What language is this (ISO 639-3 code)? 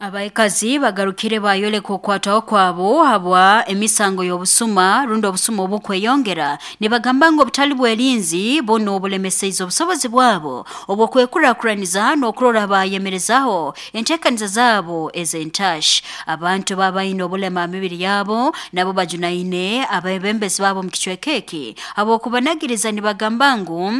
nyn